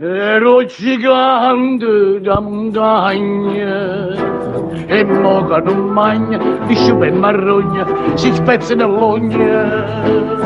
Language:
Neapolitan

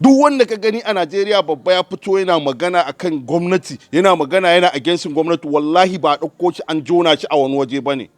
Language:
Hausa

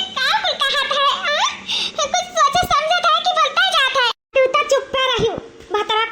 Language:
Awadhi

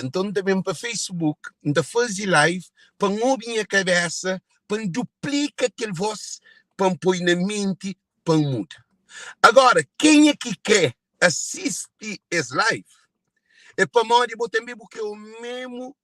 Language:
Kabuverdianu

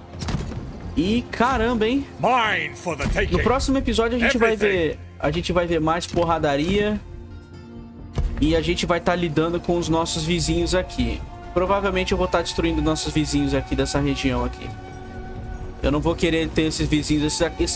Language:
Portuguese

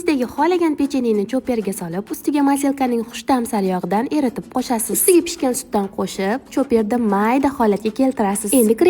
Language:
Uzbek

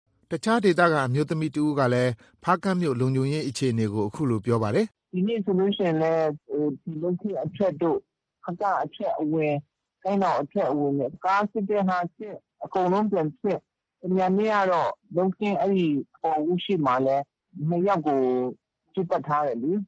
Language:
Burmese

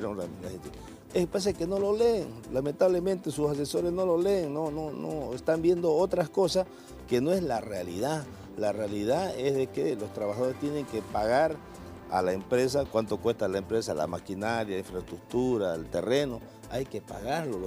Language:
Spanish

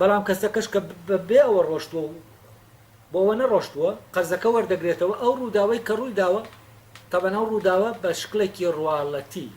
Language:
Central Kurdish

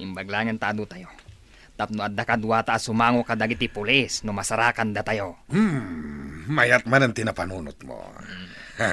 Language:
Iloko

